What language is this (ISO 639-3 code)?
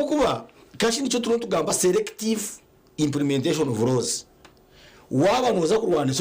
nyn